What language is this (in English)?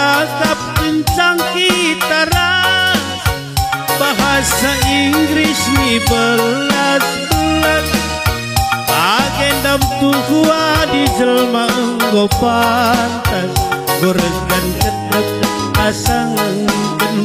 Batak Karo